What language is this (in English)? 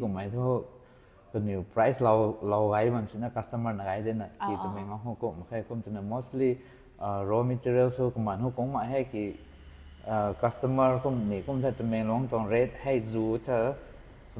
Rongmei Naga